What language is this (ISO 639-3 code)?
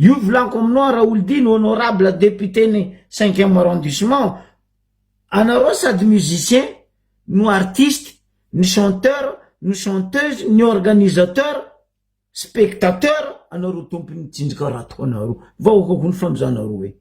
mlg